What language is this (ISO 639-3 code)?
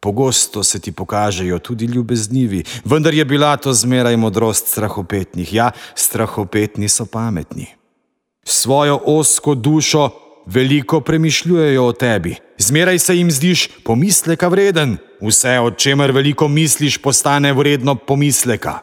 slv